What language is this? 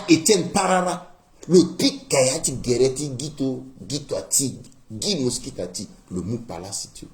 Sango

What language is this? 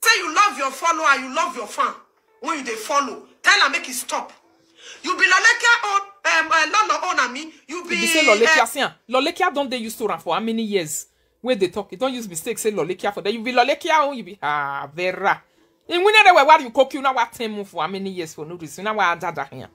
Nigerian Pidgin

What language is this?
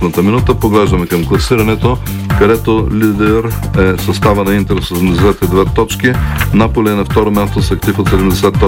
Bulgarian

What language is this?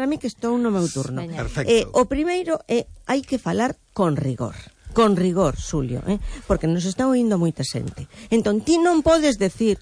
Galician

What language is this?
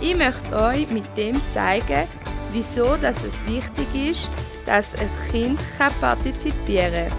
Swiss German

